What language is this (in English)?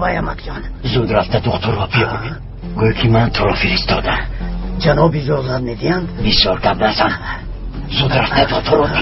Tajik